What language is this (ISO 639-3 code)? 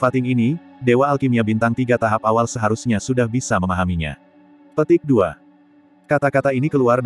ind